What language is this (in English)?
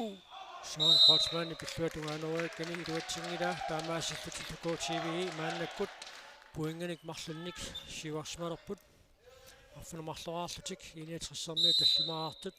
Kalaallisut